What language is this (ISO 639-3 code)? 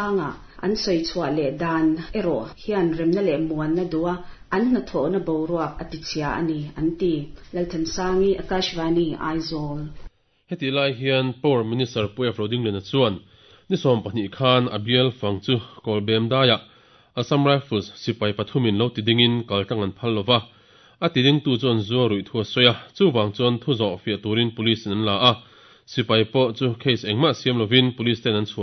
lus